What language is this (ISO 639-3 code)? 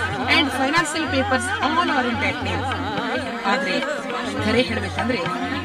kan